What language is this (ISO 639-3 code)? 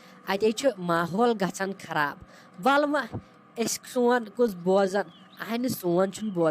kas